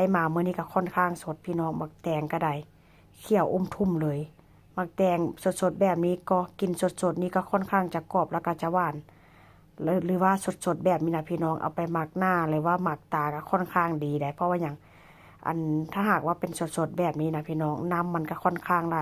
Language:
Northeastern Thai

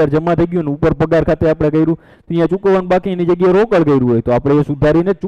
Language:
Gujarati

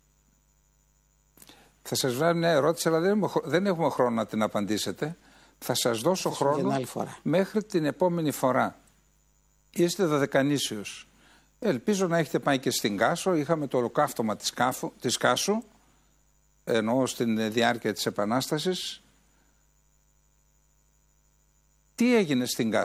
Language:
Greek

